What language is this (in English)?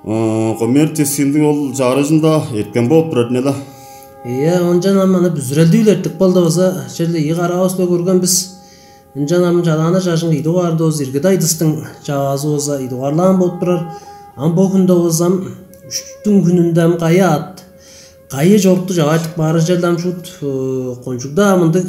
Tuvinian